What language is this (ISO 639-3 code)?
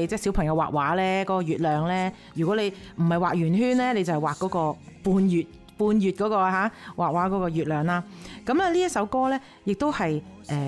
yue